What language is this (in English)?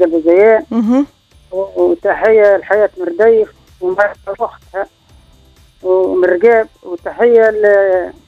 Tunisian Arabic